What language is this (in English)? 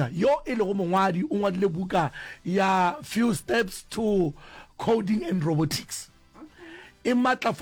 Northern Sotho